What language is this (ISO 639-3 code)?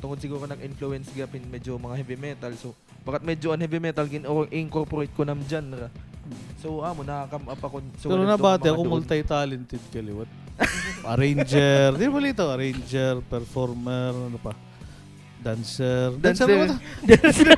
war